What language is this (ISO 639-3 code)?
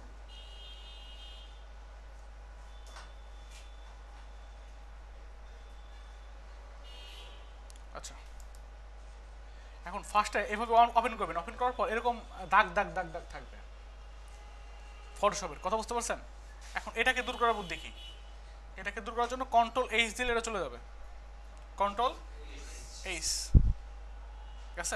ben